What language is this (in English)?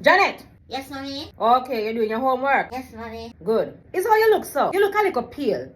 Jamaican Creole English